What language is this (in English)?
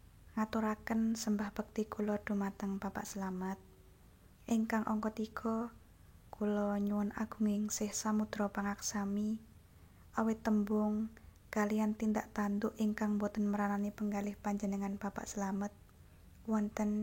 Javanese